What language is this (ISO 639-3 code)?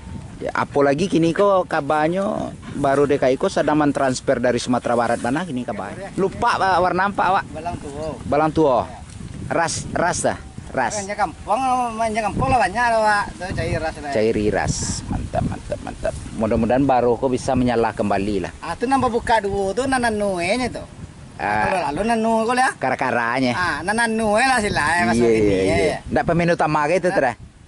min